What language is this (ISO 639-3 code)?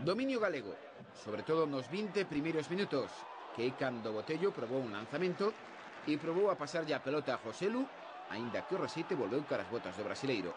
glg